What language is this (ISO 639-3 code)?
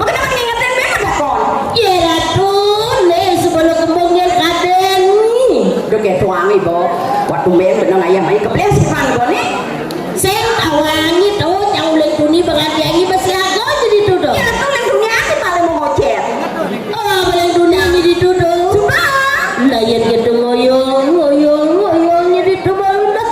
ban